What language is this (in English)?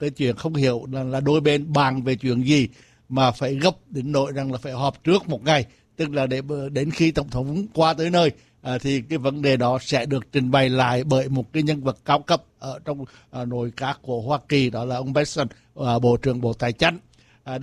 Vietnamese